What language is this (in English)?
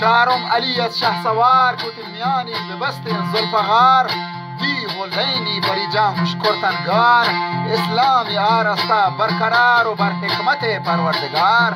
Eastern Balochi